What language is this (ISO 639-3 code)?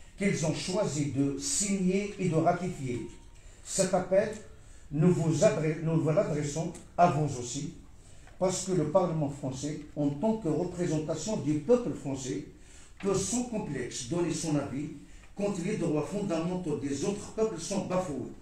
fra